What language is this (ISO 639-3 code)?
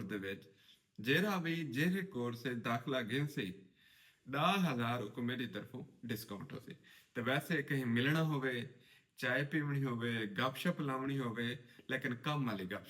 skr